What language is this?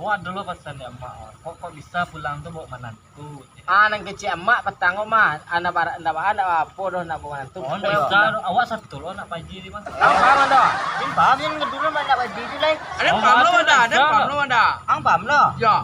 Minangkabau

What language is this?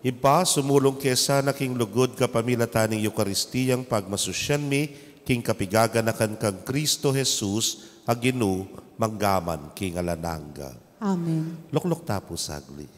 Pampanga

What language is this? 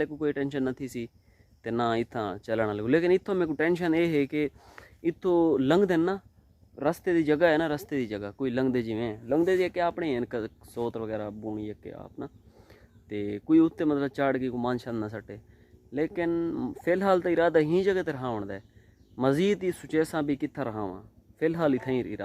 Saraiki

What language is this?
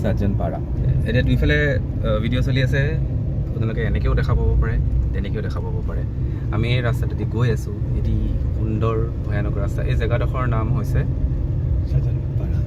Assamese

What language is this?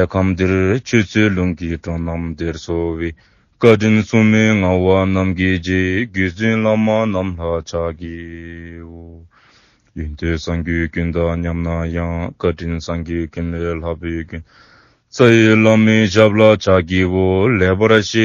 Dzongkha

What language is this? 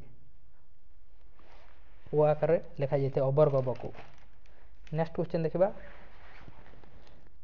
Odia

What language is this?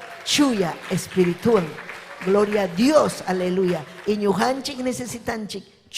Ayacucho Quechua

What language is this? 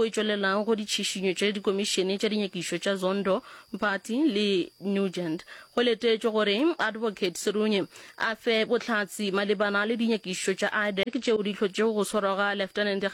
Northern Sotho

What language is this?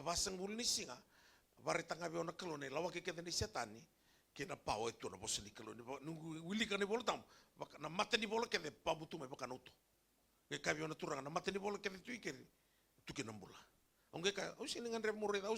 Fijian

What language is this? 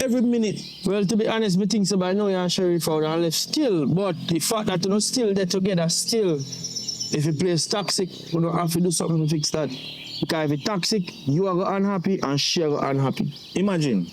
Jamaican Creole English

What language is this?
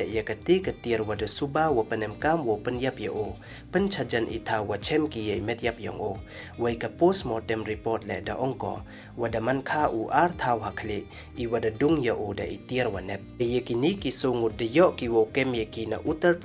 Pnar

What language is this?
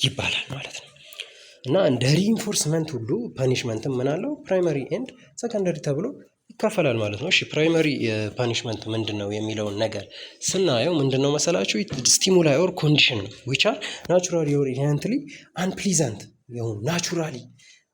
Amharic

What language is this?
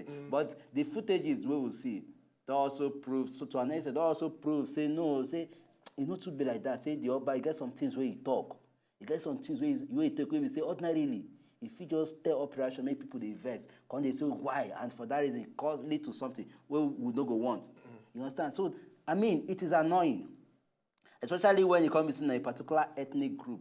Nigerian Pidgin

